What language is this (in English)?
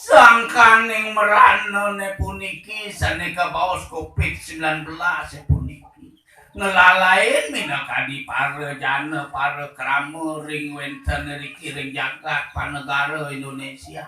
Balinese